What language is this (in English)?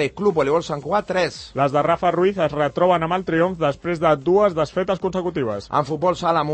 Catalan